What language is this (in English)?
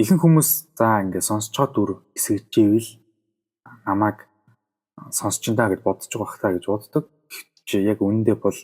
Mongolian